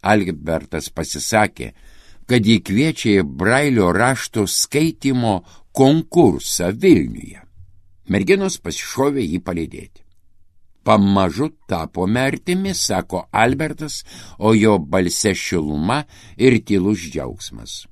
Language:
Lithuanian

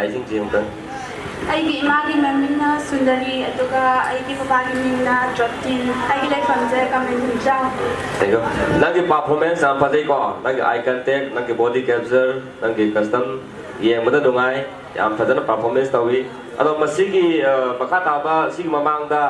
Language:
Manipuri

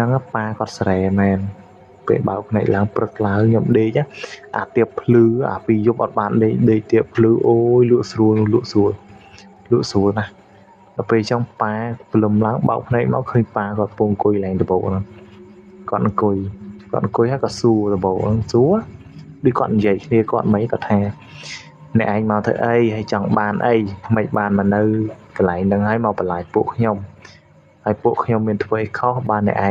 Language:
Khmer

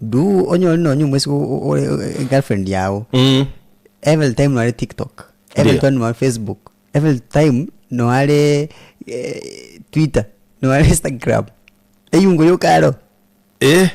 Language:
Gusii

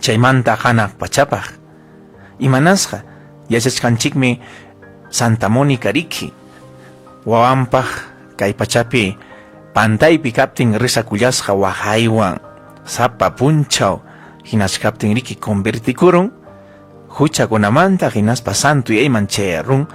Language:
Ayacucho Quechua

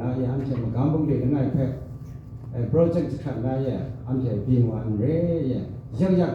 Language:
Kachin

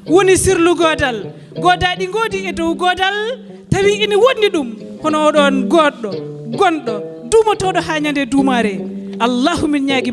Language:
Fula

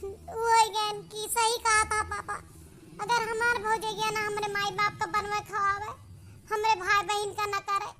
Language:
Awadhi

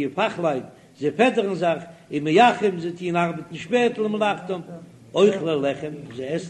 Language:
Yiddish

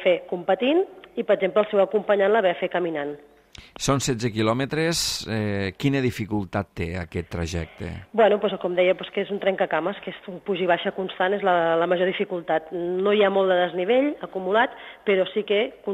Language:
Catalan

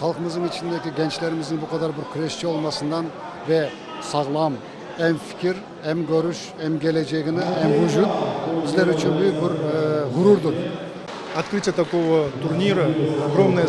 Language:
Crimean Tatar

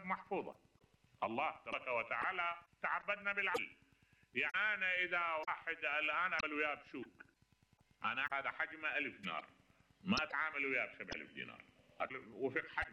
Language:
Mesopotamian Arabic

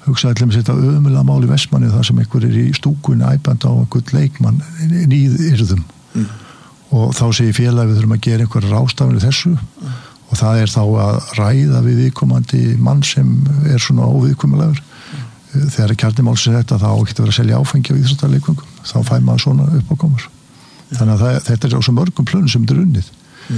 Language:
Icelandic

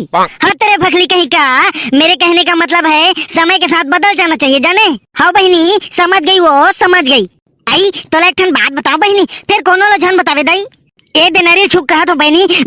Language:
Chhattisgarhi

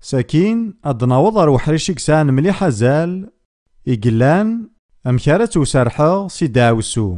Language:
Kabyle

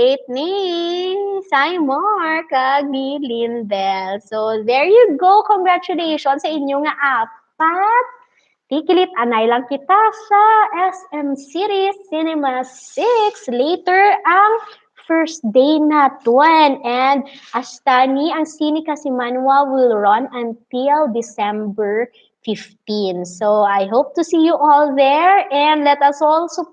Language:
Hiligaynon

